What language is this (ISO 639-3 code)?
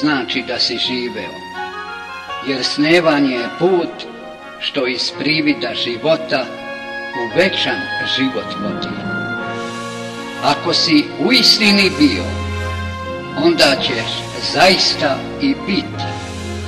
srp